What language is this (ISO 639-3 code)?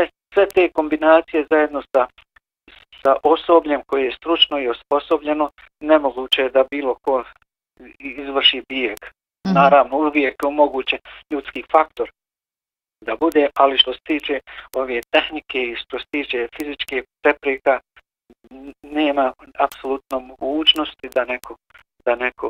bos